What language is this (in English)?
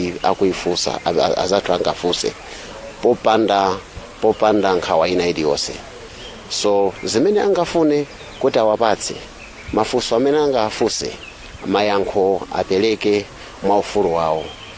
Nyanja